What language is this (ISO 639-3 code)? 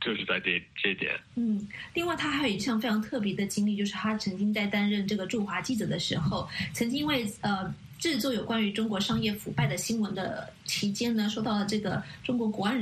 zho